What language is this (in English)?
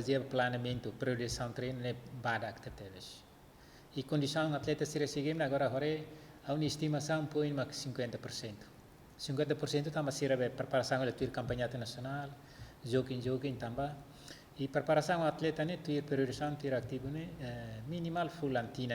Tetum